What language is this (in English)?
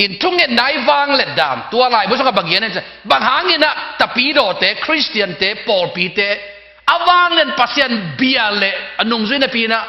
Tedim Chin